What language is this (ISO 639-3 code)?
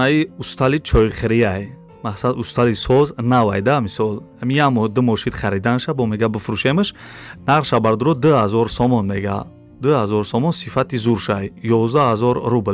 tgk